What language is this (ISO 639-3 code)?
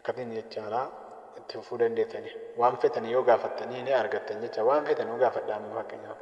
orm